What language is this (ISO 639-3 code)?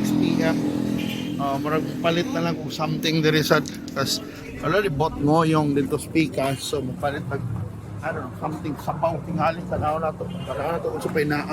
ceb